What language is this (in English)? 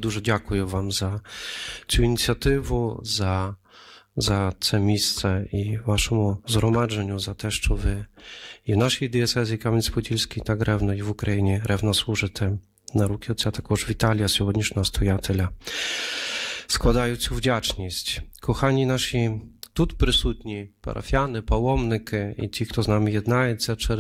Ukrainian